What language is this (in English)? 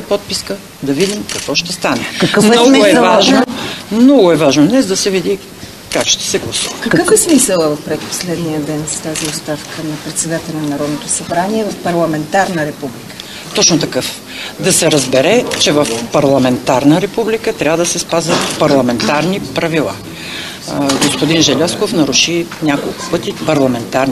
Bulgarian